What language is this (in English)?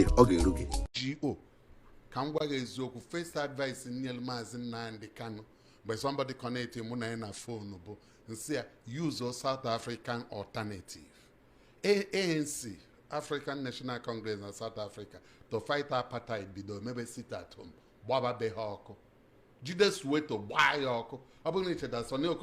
Igbo